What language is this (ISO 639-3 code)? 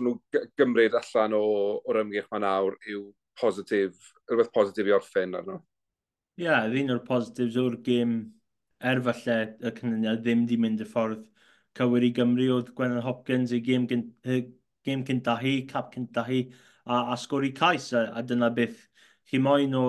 cym